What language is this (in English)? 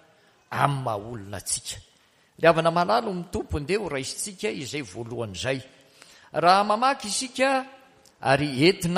Malagasy